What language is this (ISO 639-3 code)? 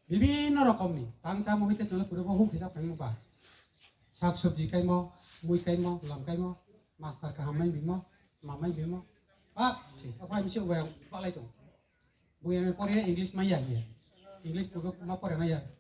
ria